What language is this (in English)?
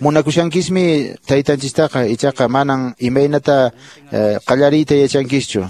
Quechua